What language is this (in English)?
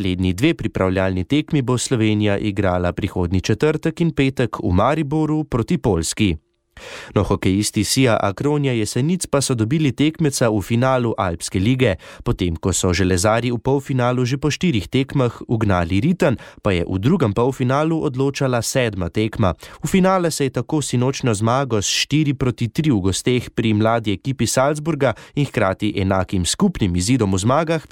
Slovenian